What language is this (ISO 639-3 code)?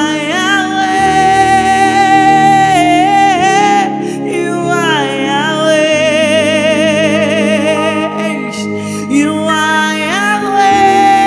swa